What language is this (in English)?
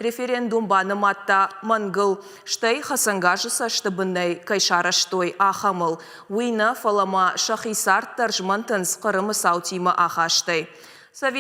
Ossetic